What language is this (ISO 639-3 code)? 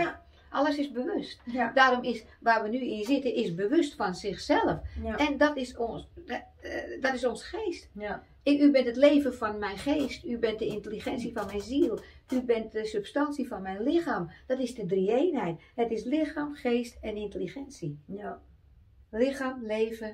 nld